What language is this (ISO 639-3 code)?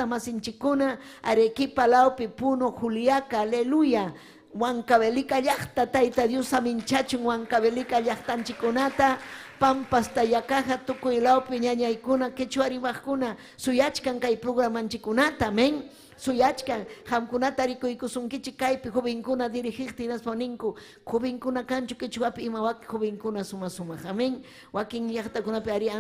quy